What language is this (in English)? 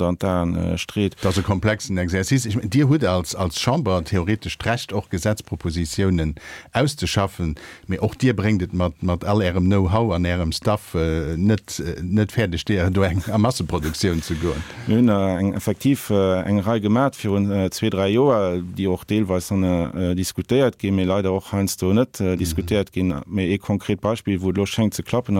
Luxembourgish